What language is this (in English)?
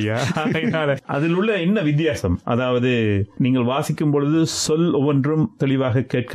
Tamil